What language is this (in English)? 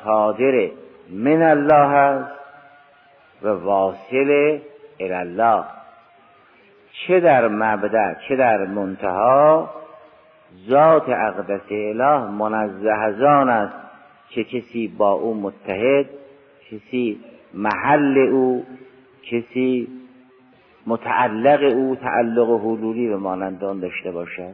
Persian